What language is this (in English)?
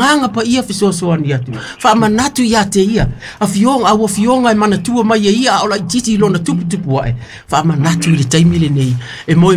Samoan